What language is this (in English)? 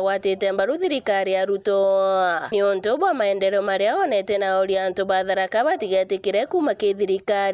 Meru